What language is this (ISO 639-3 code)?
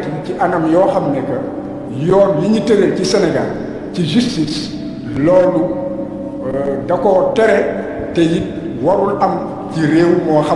wol